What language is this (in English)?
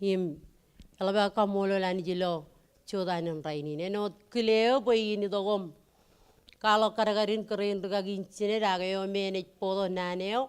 Marshallese